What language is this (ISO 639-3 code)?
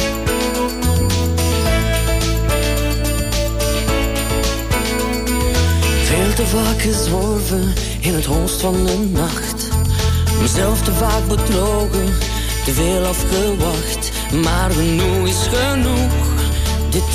nld